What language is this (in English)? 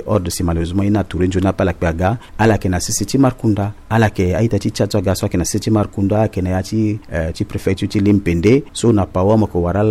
Sango